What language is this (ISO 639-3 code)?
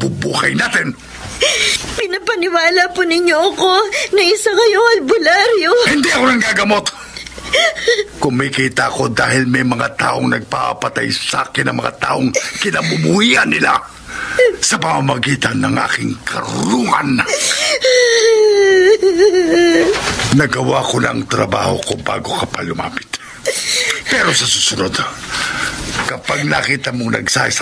fil